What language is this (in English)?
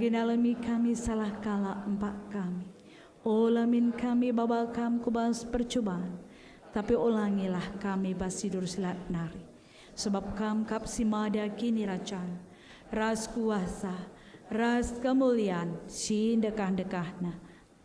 Batak Karo